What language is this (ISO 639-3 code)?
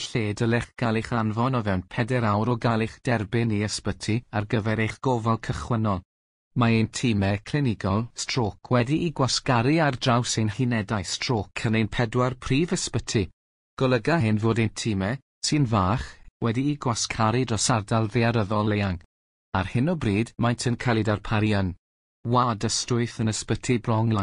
cym